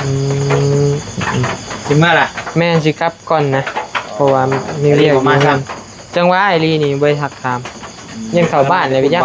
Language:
Lao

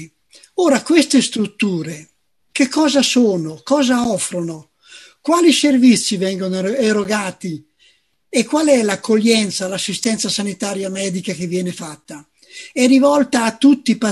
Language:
Italian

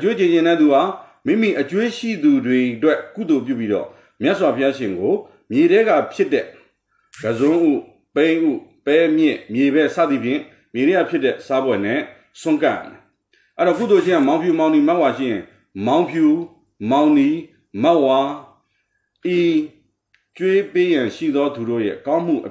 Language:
Burmese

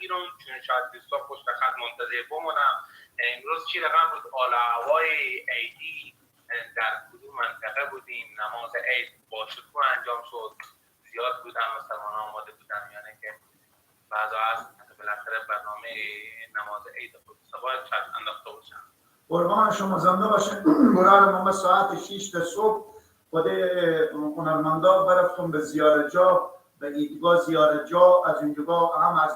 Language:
Persian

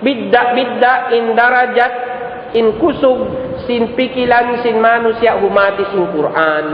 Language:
Tausug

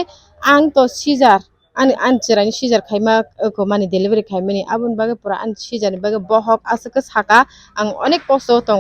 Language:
Kok Borok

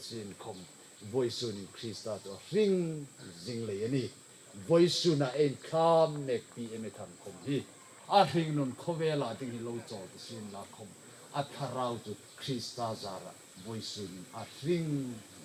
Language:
Hmar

